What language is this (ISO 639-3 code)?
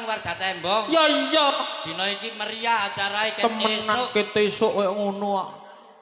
jav